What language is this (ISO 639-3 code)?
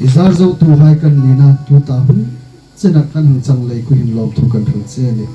hmr